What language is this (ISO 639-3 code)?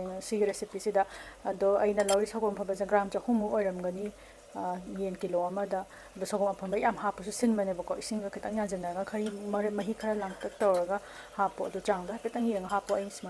mni